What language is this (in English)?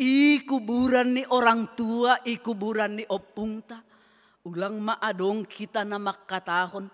Batak Simalungun